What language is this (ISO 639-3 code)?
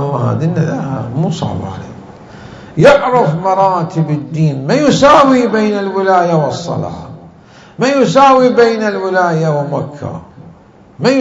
acm